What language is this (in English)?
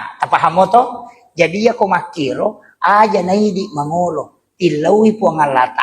Buginese